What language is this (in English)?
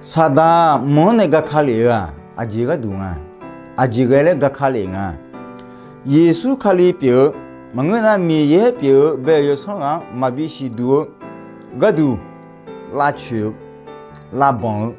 Akha